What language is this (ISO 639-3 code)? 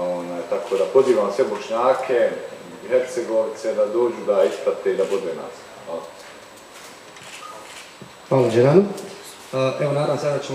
bos